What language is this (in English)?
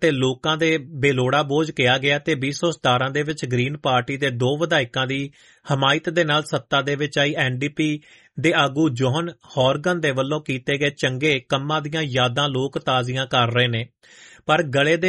Punjabi